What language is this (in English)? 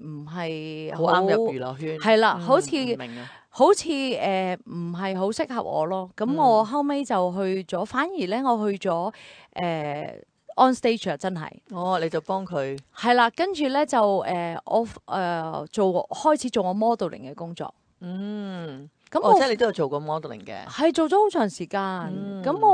Cantonese